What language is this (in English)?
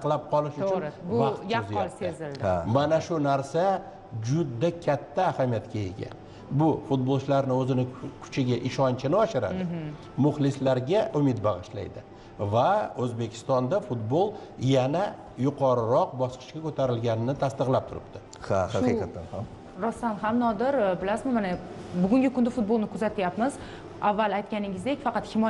Uzbek